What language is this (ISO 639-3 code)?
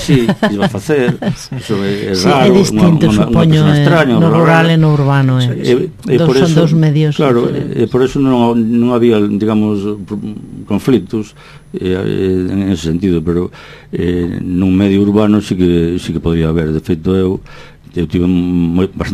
glg